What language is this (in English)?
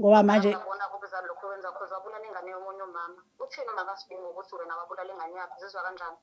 Zulu